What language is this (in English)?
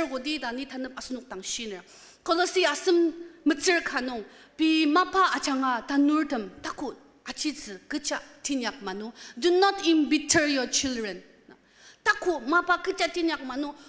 Ao Naga